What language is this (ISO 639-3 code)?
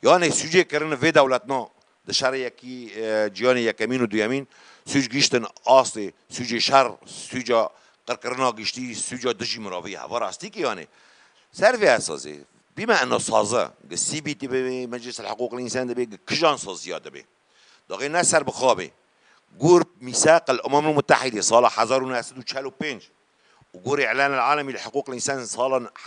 kur